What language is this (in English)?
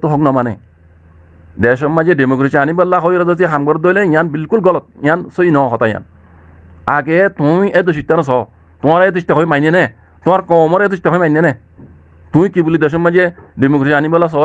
Rohingya